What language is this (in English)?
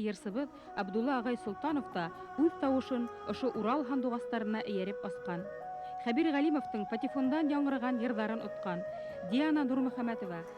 Bashkir